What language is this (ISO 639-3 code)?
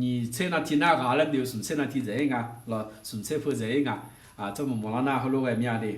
ahk